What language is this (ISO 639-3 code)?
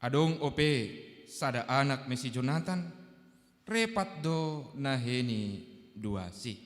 bts